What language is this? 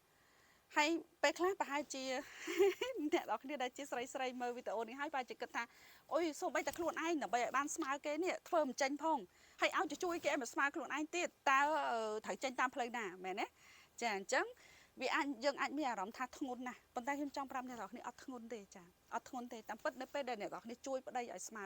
Khmer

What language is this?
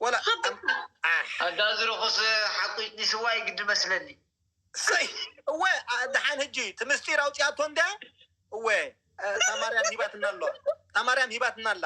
Tigrinya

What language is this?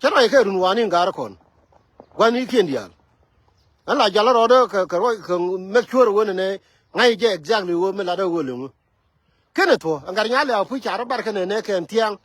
Nuer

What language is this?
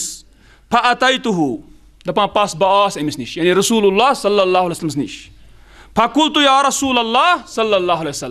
Kashmiri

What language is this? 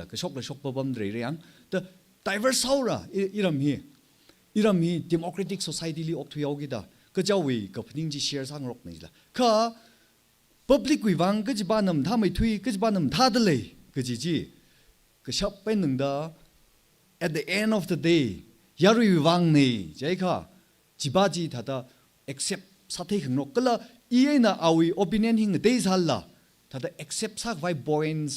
Tangkhul Naga (India)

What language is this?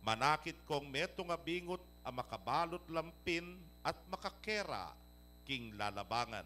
Pampanga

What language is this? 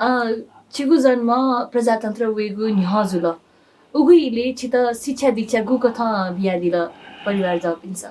Newari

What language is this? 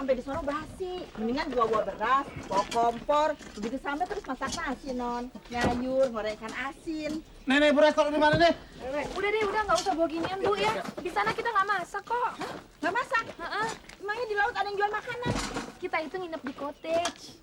Betawi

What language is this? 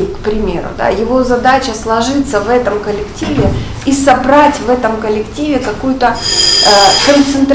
Russian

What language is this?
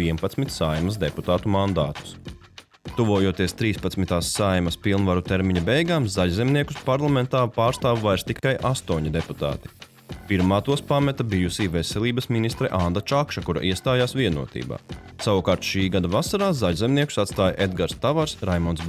Latvian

